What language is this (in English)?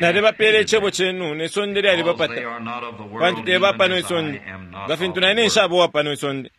Bemba